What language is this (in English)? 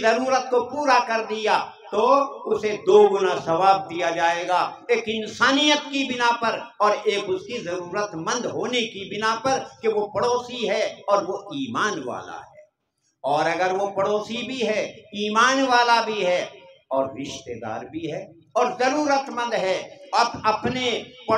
Urdu